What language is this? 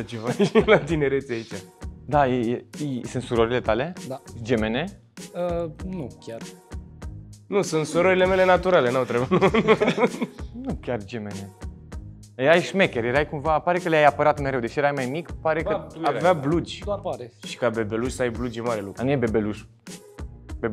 Romanian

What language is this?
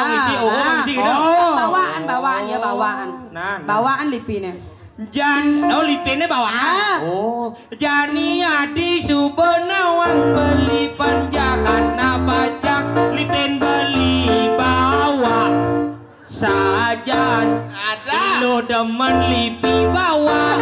Balinese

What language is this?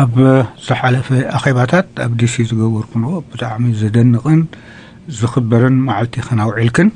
Tigrinya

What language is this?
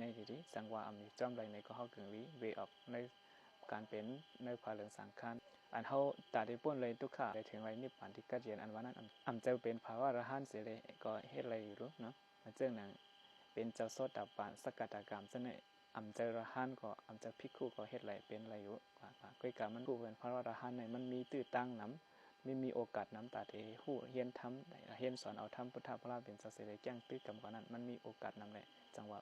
Shan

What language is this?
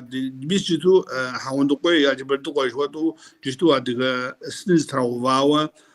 Kabardian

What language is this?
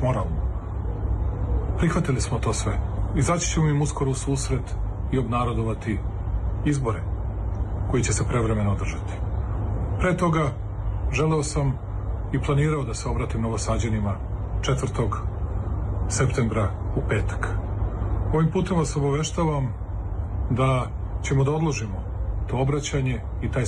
Serbian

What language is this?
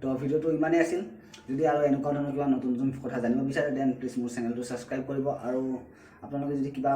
Assamese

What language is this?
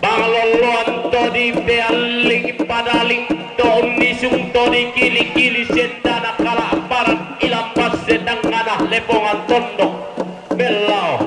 Toraja-Sa'dan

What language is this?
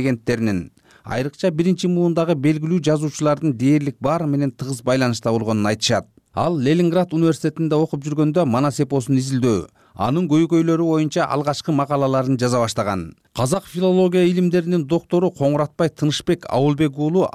Kyrgyz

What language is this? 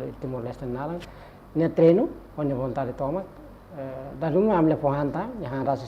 Tetum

